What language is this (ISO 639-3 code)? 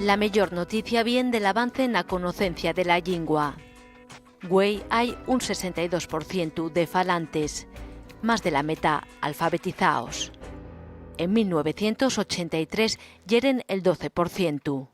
ast